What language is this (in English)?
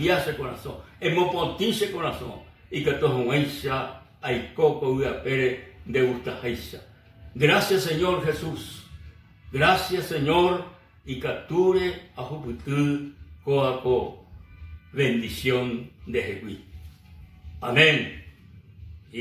Guarani